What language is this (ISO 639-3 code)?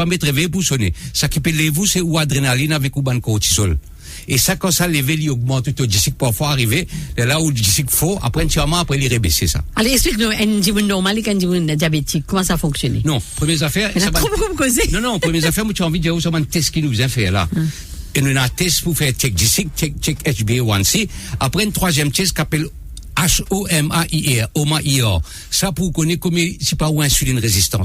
mfe